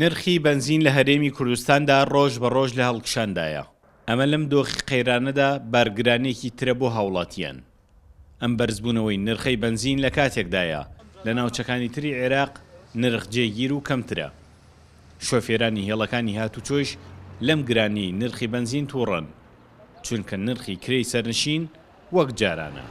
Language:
Central Kurdish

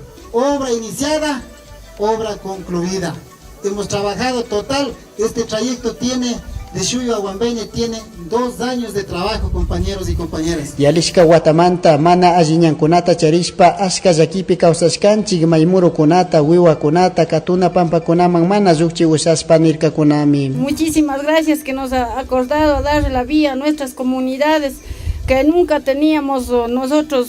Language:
Chimborazo Highland Quichua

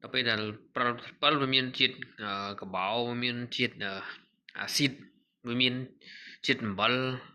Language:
Khmer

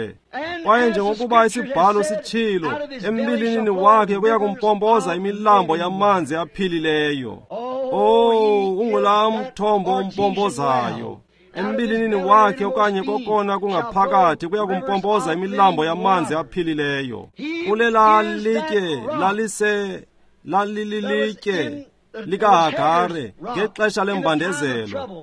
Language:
Xhosa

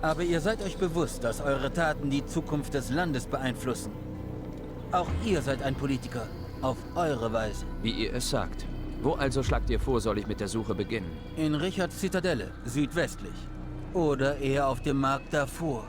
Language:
Bavarian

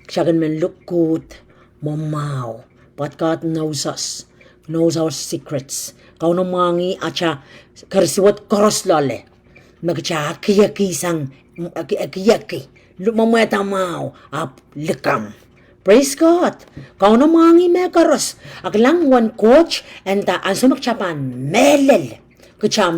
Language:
Pohnpeian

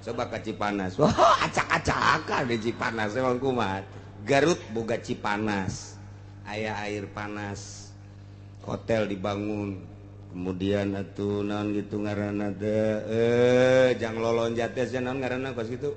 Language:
Sundanese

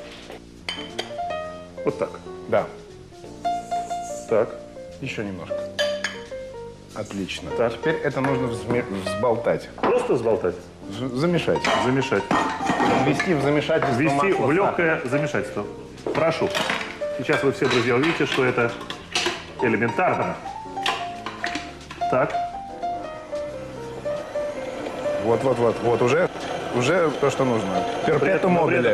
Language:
Russian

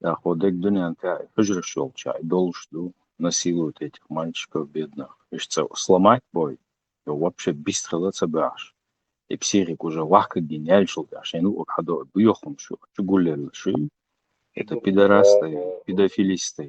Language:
Chechen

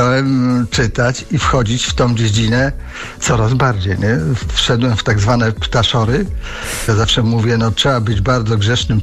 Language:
Polish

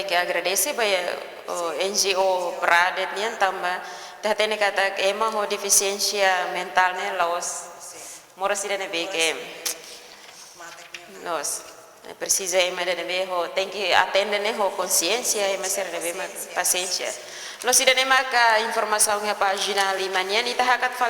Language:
Tetum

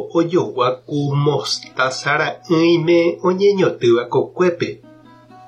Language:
Guarani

